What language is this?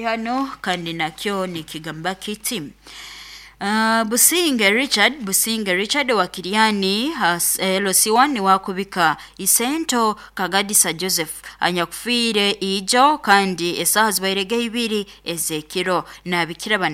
Nyoro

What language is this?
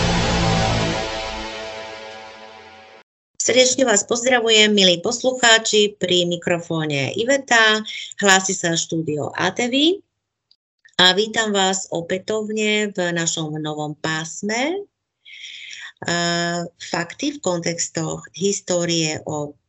Slovak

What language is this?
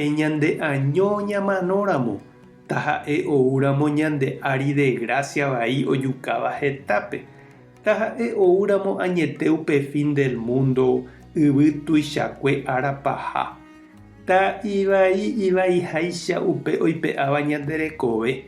Guarani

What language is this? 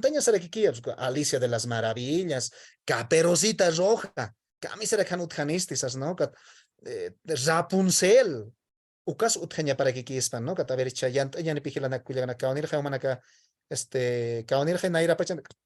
Aymara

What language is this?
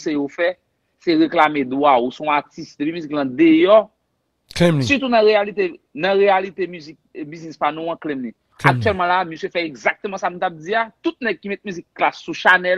Haitian Creole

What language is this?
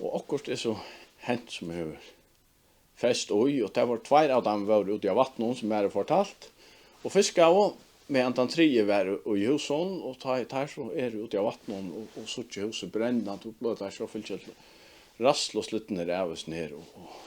Faroese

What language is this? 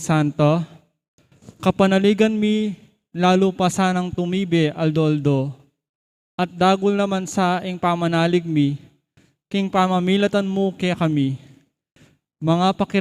Pampanga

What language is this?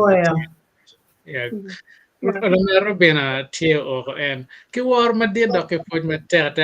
Acoli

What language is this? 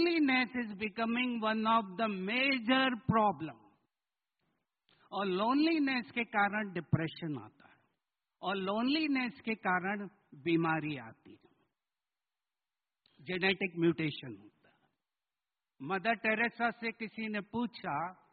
Hindi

